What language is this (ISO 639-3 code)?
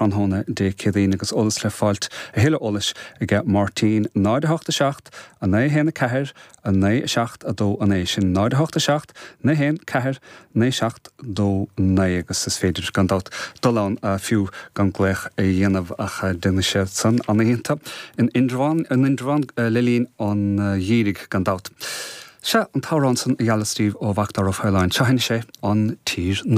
gle